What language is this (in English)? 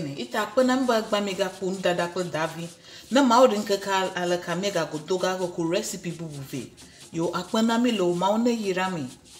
Ewe